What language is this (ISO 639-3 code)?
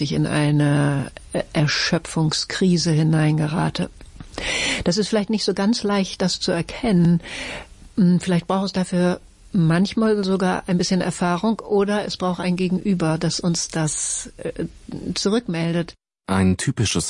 deu